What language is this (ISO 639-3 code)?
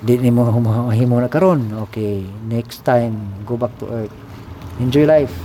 ceb